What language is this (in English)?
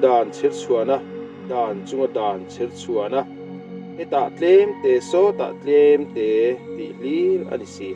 Mizo